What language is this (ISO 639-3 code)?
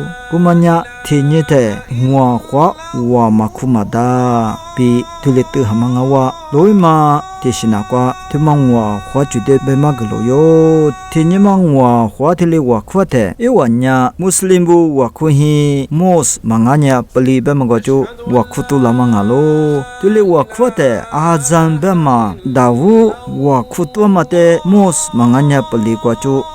lis